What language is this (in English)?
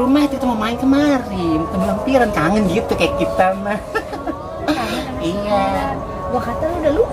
Betawi